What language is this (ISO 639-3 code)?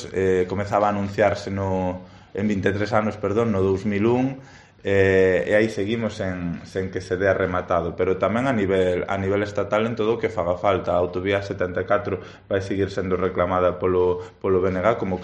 glg